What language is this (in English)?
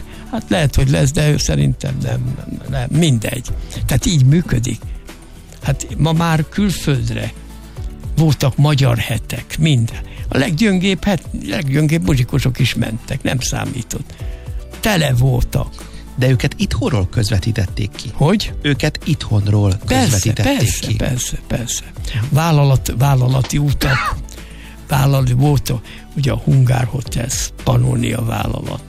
Hungarian